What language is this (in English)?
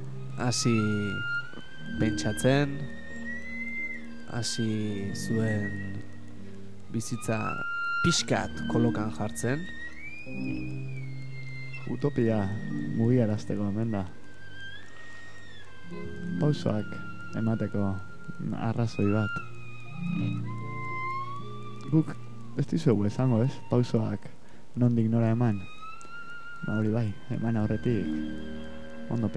Basque